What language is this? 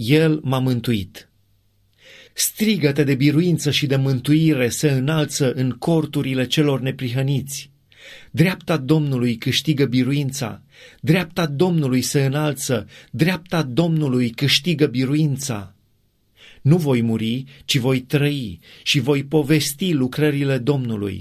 Romanian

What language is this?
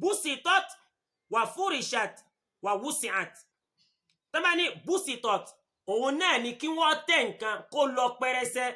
Yoruba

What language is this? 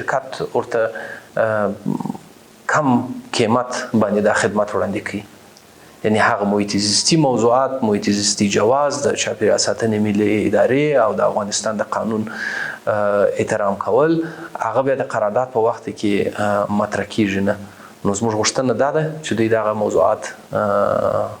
Pashto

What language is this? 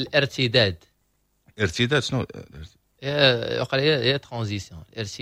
Moroccan Arabic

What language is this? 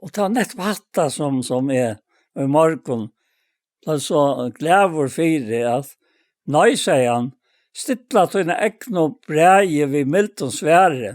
Faroese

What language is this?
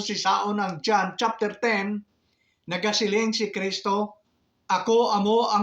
Hiligaynon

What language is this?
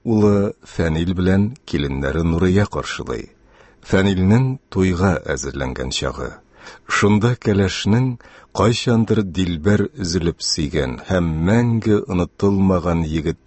Tatar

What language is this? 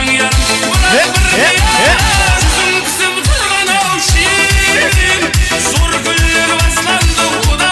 Kara-Kalpak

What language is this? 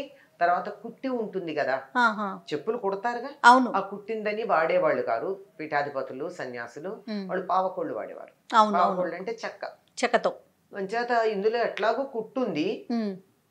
Telugu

